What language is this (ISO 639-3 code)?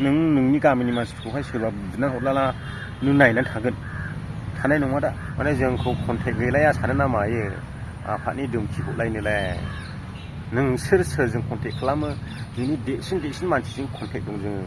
brx